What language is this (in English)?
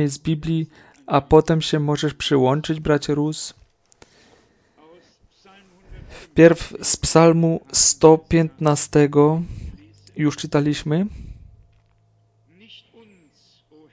Polish